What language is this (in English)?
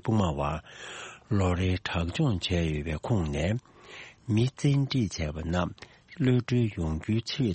Tibetan